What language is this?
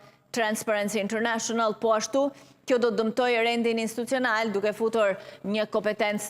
Albanian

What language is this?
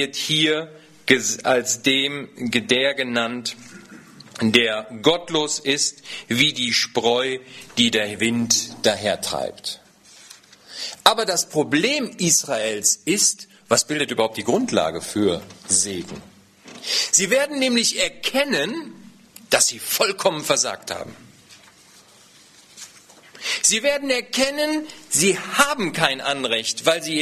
German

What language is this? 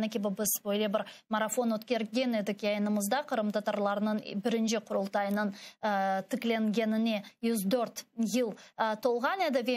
Crimean Tatar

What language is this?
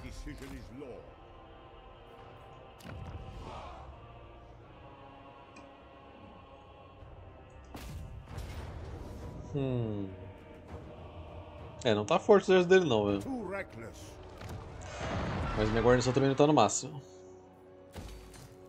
Portuguese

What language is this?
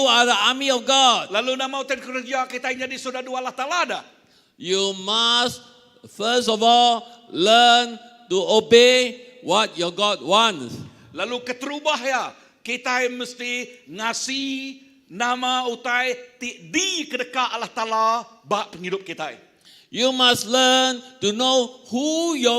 Iban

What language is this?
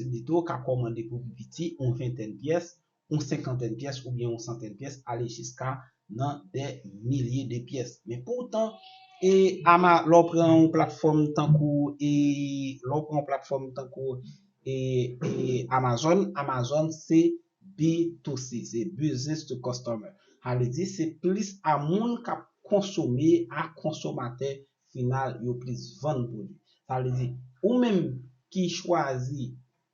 Haitian Creole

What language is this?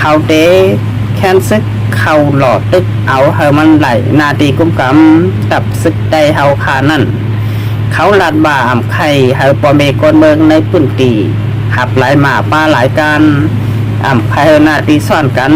Shan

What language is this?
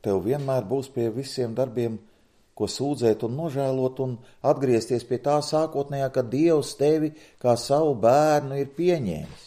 Latvian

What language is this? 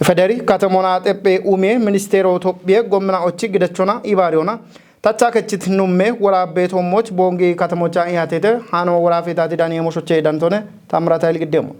Kafa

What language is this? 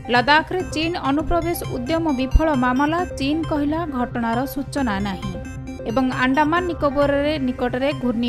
Odia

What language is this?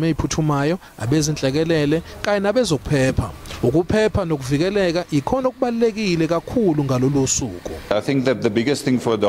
Zulu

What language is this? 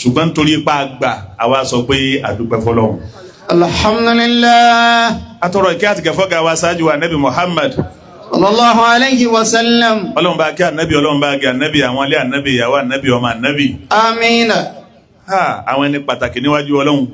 Yoruba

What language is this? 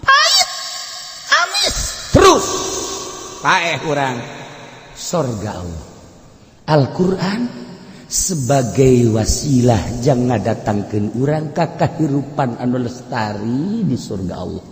Sundanese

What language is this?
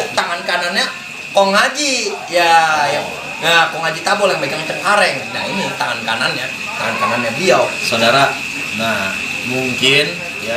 Betawi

